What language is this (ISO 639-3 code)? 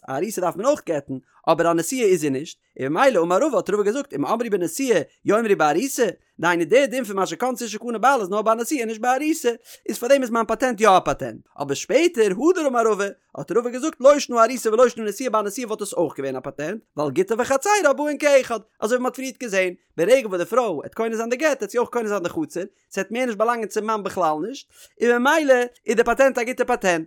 yid